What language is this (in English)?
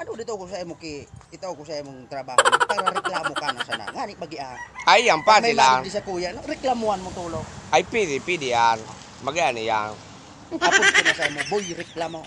Bikol